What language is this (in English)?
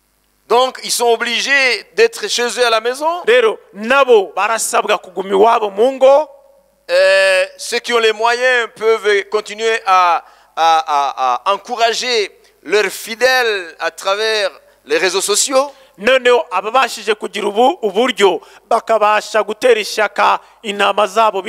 Kinyarwanda